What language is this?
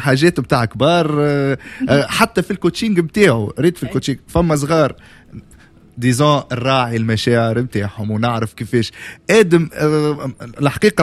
Tunisian Arabic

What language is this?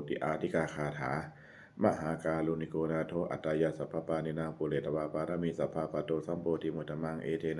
Pali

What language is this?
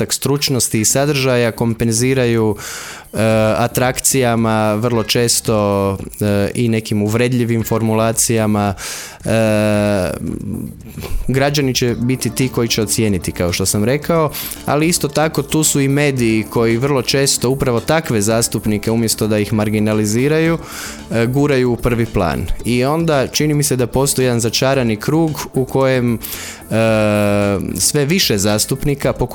Croatian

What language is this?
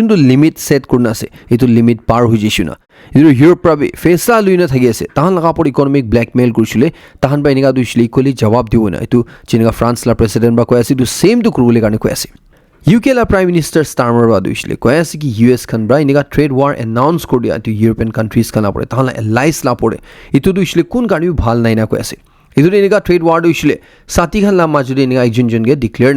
Naga Pidgin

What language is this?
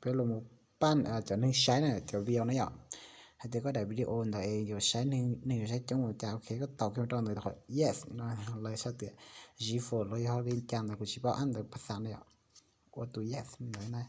Hmong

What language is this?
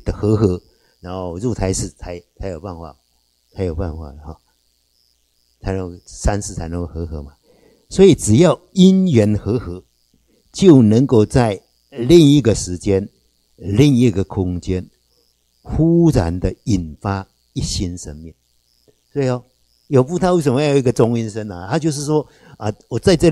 Chinese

